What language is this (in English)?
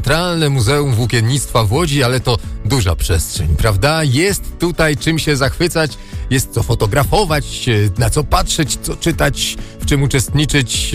Polish